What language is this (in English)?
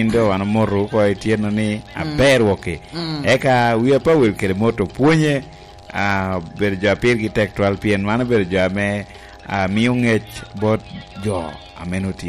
Lango (Uganda)